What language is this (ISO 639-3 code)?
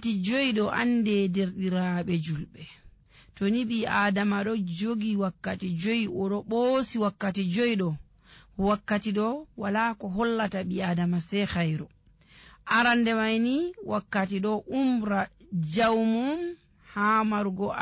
fuv